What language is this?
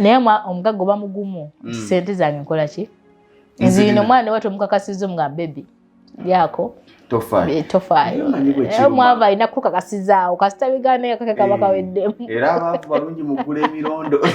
Ganda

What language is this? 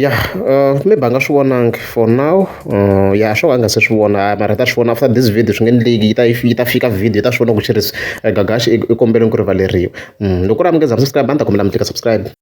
Tsonga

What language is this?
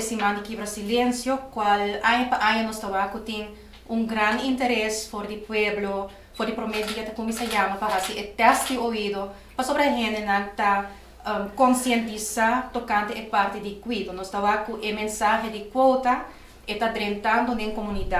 Papiamento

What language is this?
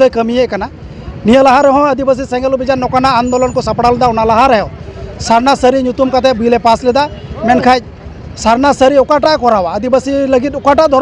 Santali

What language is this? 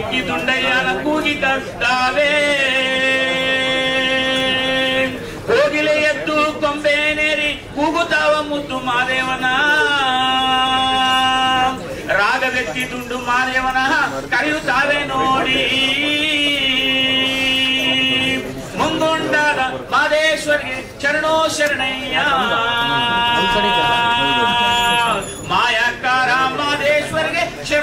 Kannada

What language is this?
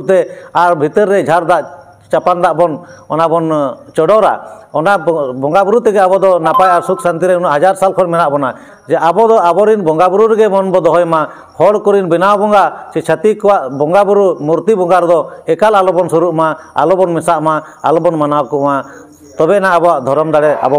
Santali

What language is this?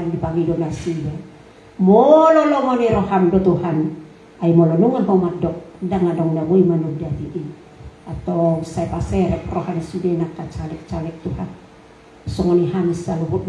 Batak Toba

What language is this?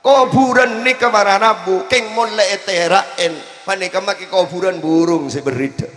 Madurese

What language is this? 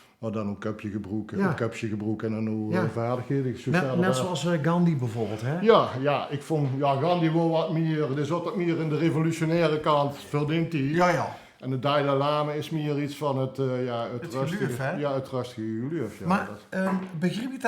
Limburgish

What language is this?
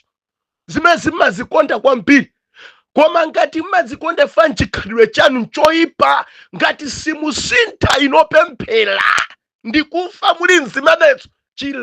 Nyanja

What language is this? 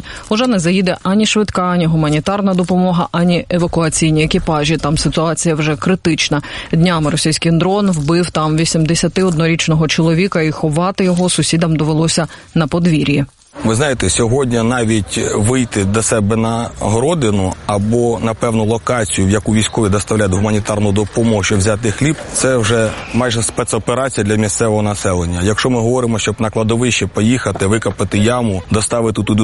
Ukrainian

